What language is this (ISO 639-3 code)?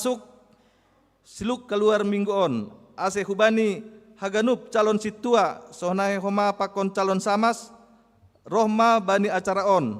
bts